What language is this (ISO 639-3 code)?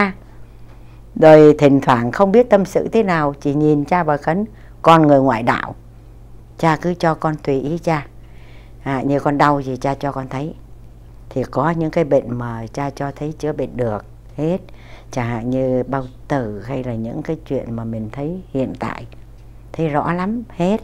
vie